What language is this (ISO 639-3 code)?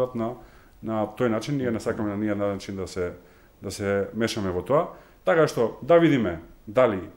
mkd